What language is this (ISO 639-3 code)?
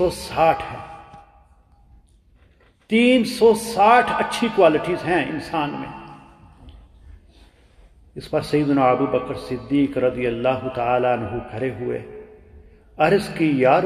urd